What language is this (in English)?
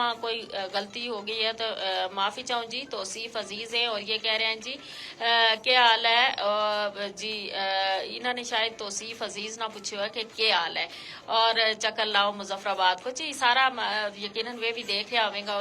Gujari